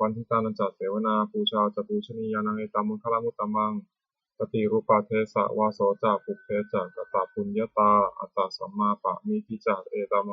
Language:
Pali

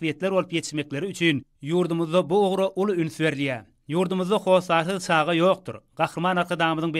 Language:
Turkmen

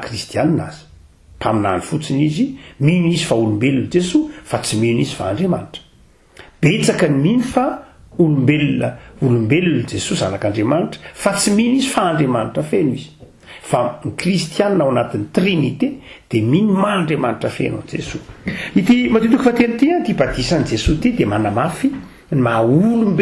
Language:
Malagasy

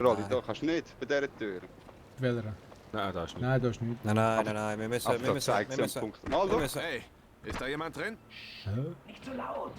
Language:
Swiss German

